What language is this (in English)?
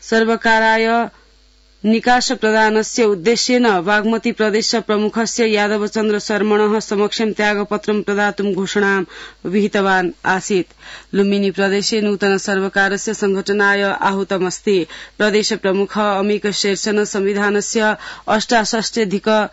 Sanskrit